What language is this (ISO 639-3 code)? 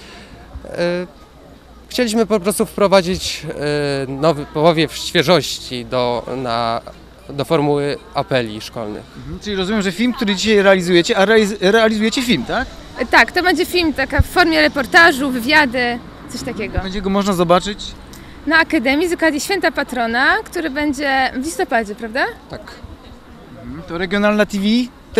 pol